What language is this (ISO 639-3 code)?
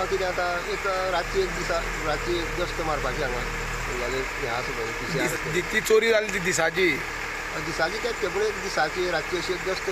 kok